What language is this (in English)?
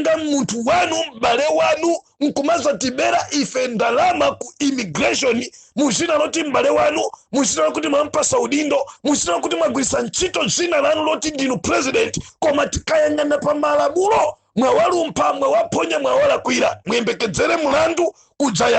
Nyanja